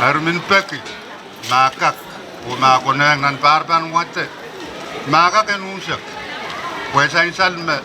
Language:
Pohnpeian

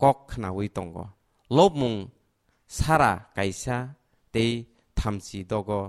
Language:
Kok Borok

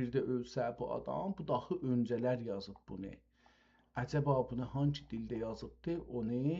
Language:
South Azerbaijani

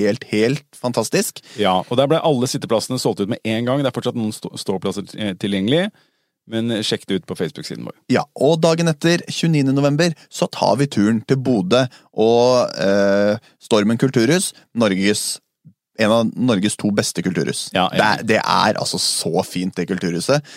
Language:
Norwegian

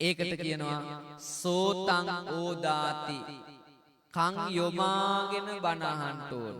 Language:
Sinhala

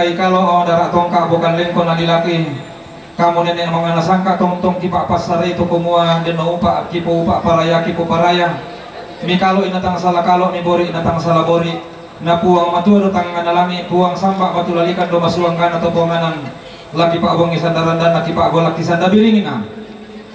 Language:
Toraja-Sa'dan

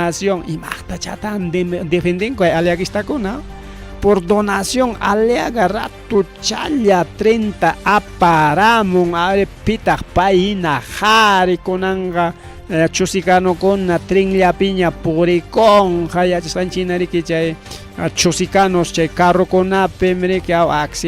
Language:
Ayacucho Quechua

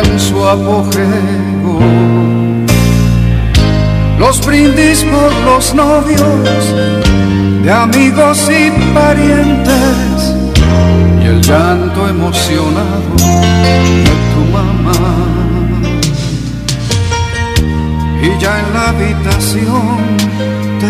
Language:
Spanish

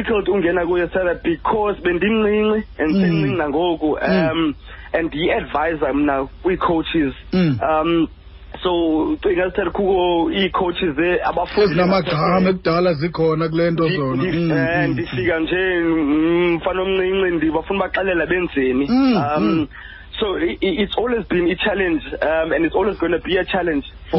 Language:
Xhosa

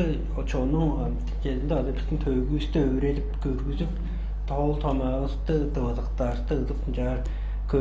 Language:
Tuvinian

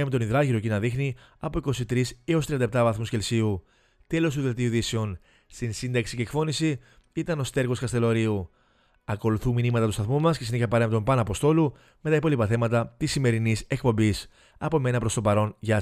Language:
Greek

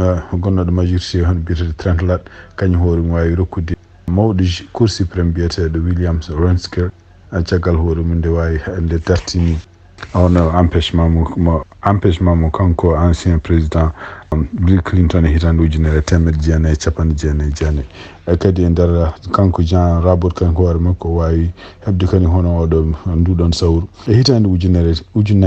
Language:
Fula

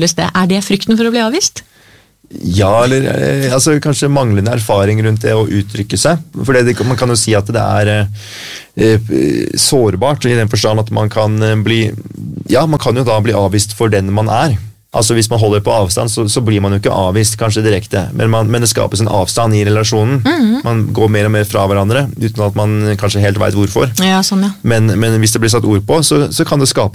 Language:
Norwegian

